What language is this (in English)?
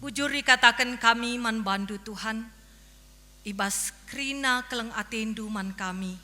Batak Karo